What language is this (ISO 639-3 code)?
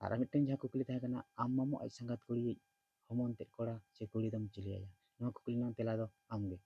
sat